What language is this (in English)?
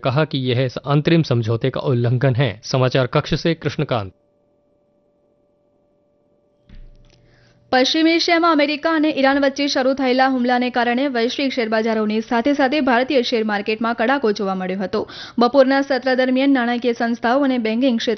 Gujarati